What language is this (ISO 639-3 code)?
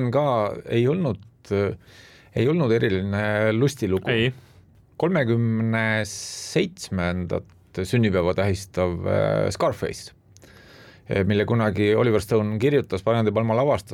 est